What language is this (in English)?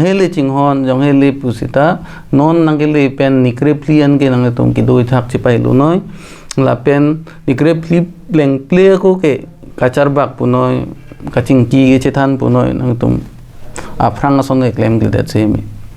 Karbi